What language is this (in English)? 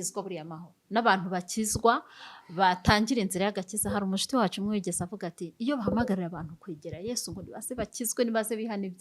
Kinyarwanda